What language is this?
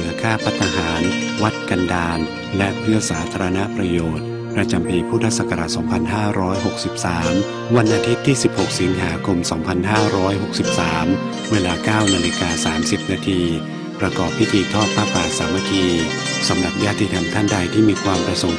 Thai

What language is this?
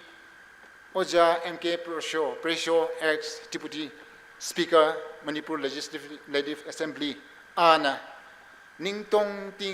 Tangkhul Naga (India)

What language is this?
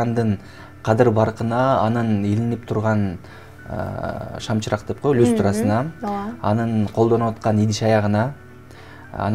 Kyrgyz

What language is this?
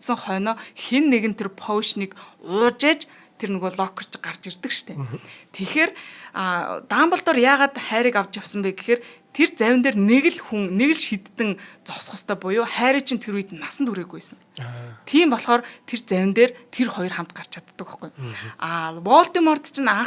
Mongolian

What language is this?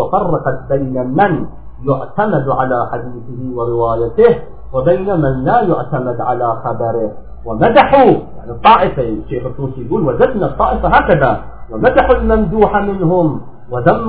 Arabic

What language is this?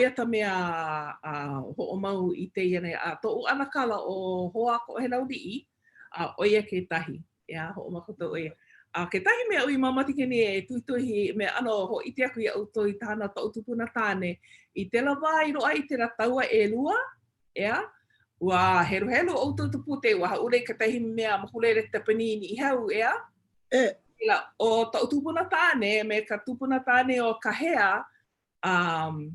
Hawaiian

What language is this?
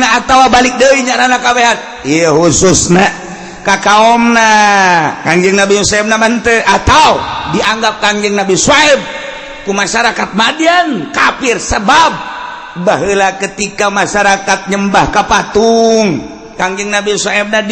Sundanese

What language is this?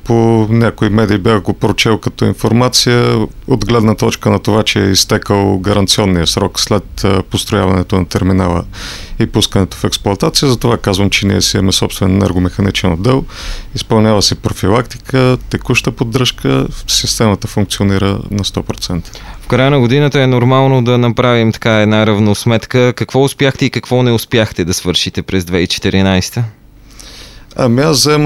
Bulgarian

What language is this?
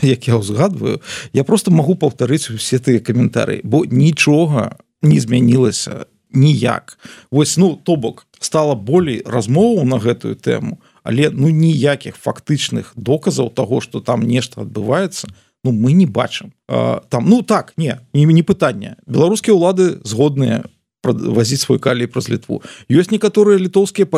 Belarusian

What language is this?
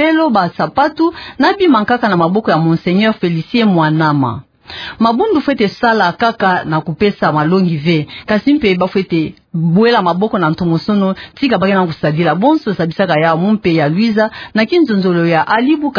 Kituba (Democratic Republic of Congo)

